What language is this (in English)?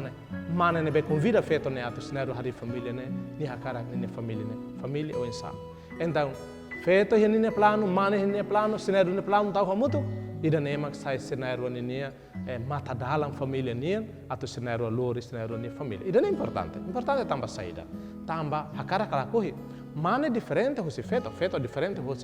Tetum